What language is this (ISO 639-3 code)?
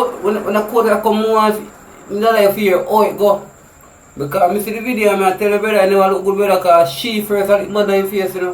jam